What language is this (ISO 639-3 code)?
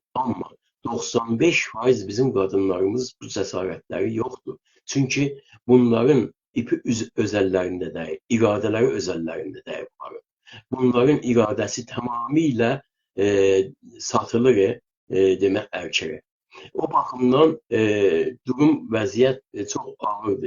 azb